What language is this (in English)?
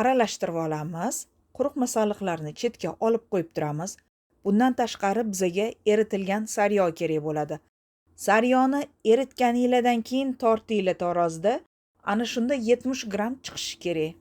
Uzbek